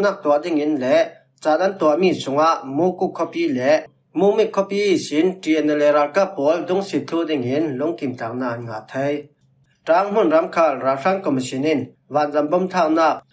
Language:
Falam Chin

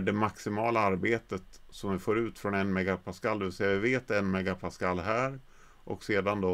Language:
Swedish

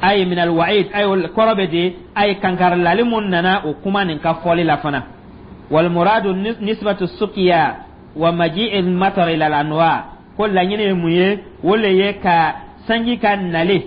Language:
Dyula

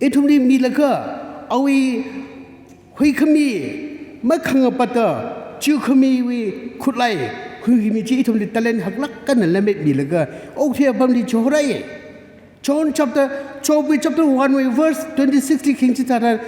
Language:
Tangkhul Naga (India)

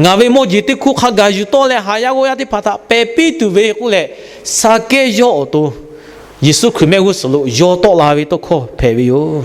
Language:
Lahu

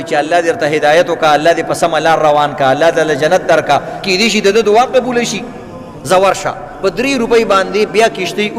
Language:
Pashto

